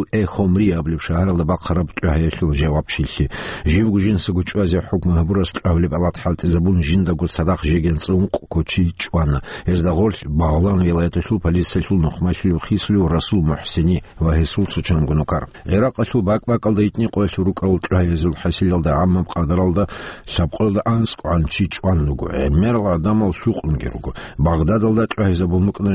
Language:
Avaric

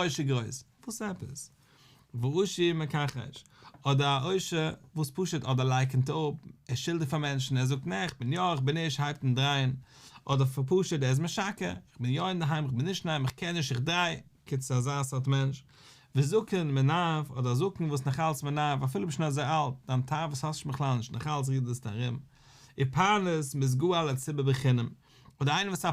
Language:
Yiddish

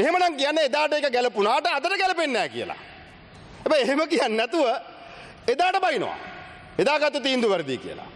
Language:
Sinhala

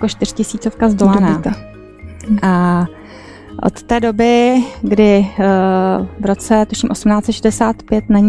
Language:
Czech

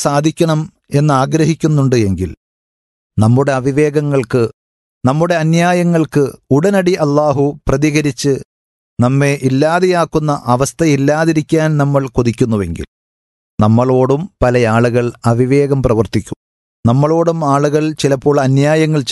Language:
Malayalam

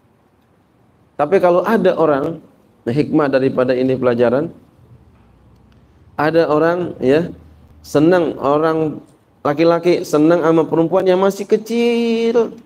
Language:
Indonesian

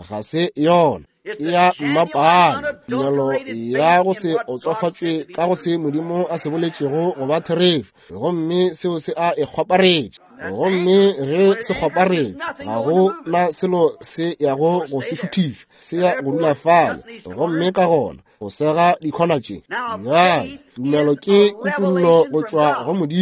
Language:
Northern Sotho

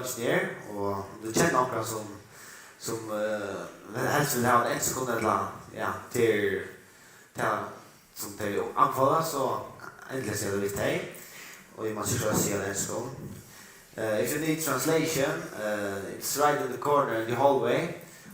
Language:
Faroese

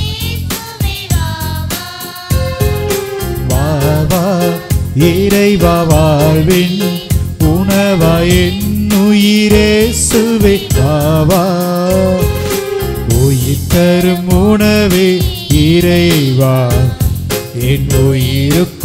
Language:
Tamil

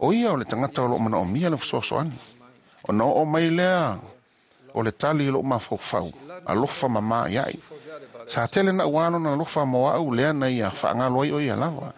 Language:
Samoan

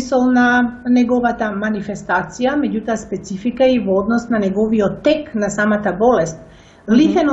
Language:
Macedonian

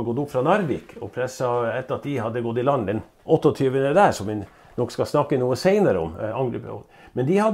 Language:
Norwegian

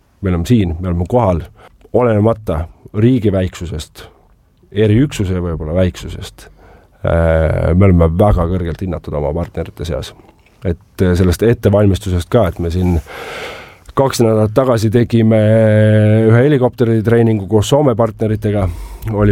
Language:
Estonian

